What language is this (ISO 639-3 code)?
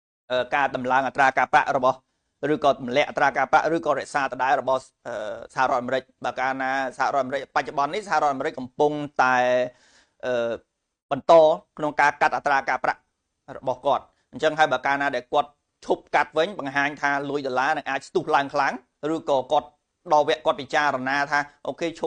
khm